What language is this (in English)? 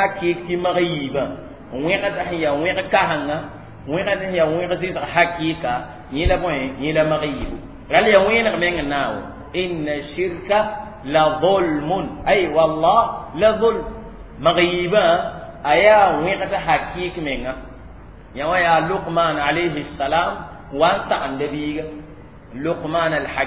Mossi